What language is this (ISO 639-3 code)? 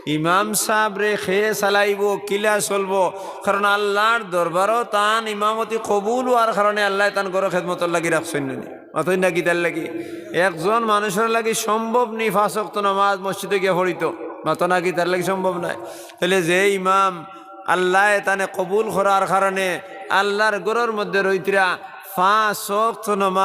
syl